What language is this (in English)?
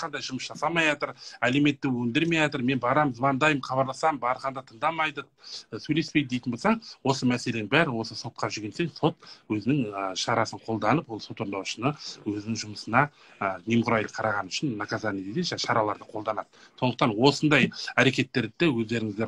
Kazakh